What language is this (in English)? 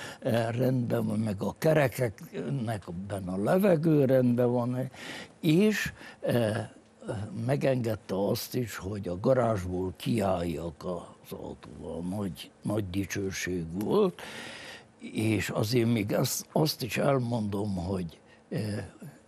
Hungarian